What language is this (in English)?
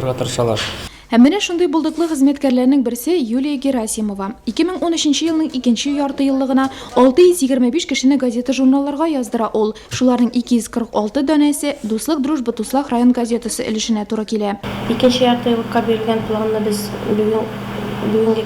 Tatar